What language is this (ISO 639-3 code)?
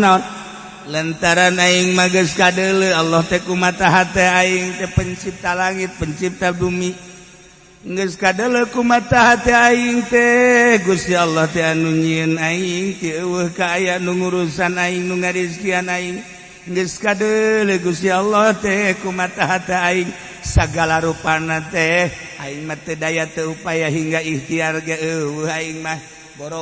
sun